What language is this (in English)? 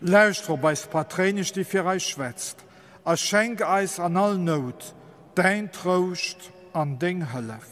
Luxembourgish